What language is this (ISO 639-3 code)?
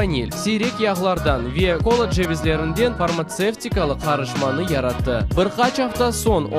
crh